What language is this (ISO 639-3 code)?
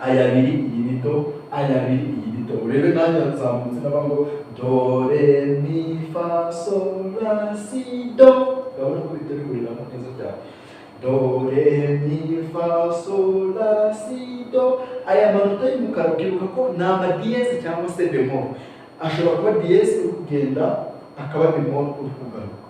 kin